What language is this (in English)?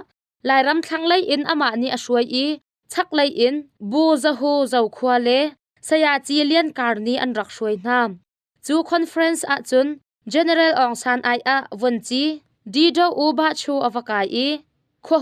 Hakha Chin